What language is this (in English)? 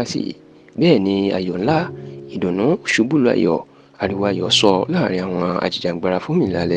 Yoruba